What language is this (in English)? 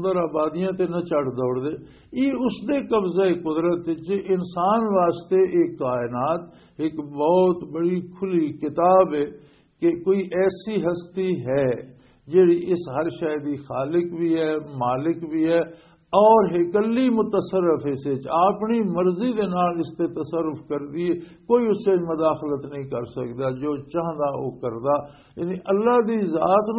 Western Panjabi